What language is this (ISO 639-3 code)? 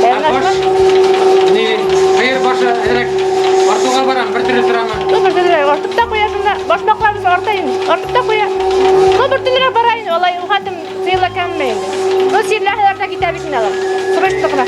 bak